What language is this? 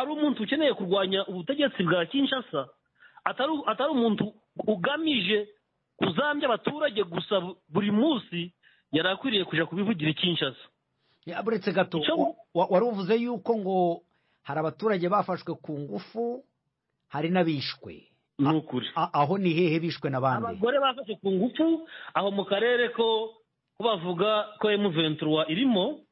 Kinyarwanda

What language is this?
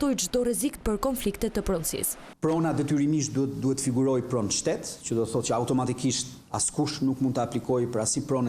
Albanian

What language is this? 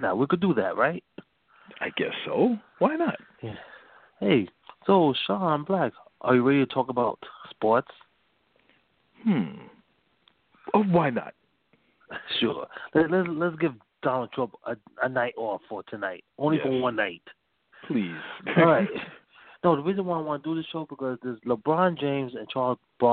English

